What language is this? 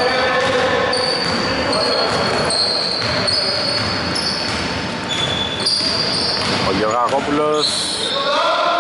Greek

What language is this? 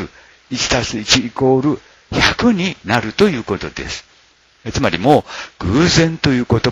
Japanese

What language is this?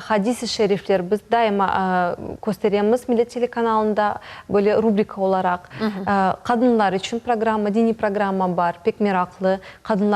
Crimean Tatar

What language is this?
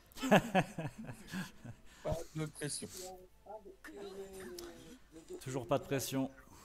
French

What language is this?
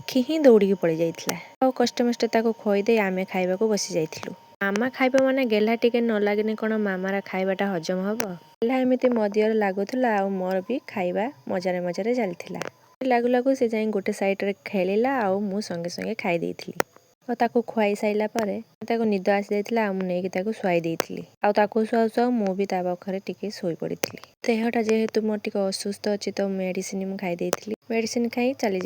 Odia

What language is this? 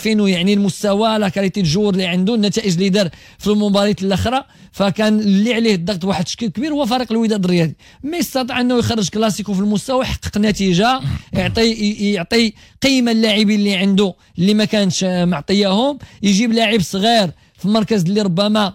Moroccan Arabic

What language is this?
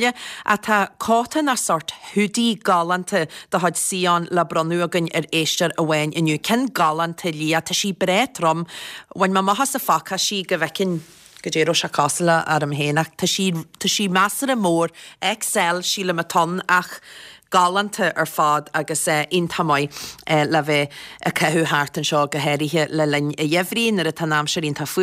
Irish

